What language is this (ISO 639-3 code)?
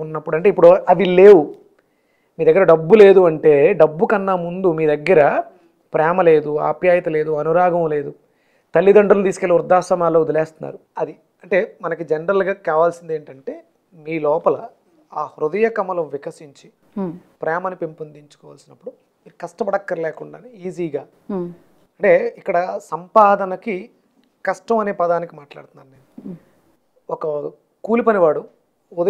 tel